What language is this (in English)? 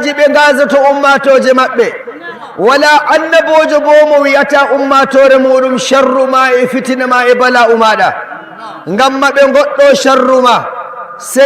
Fula